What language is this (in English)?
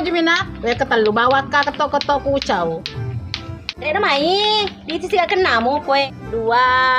Buginese